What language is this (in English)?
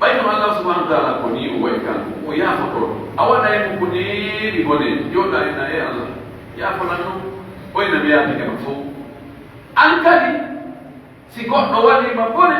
Pular